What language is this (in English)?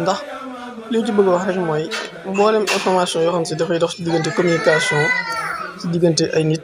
Wolof